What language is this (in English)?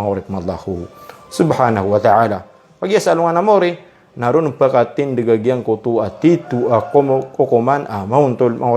Maranao